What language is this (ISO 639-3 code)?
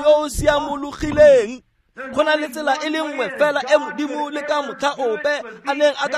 tsn